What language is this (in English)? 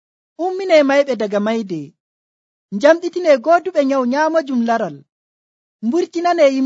Nigerian Fulfulde